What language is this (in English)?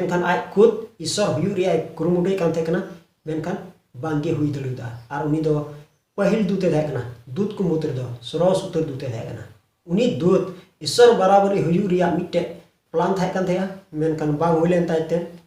Santali